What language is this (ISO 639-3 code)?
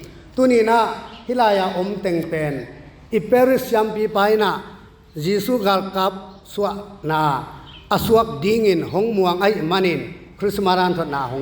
ctd